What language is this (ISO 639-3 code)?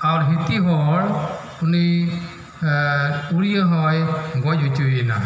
sat